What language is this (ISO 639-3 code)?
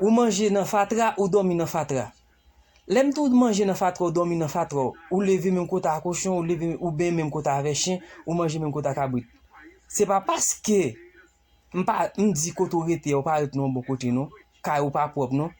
hat